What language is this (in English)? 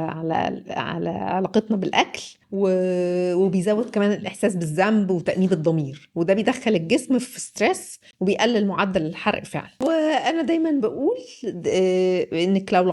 Egyptian Arabic